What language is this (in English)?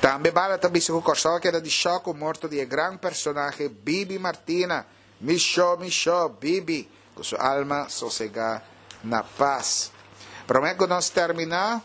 Papiamento